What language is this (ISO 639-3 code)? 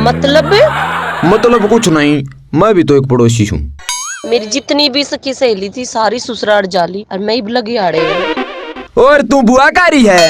bgc